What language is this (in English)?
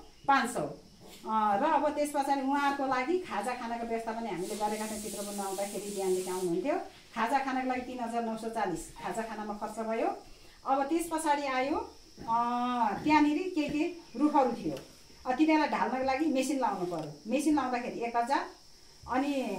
Nepali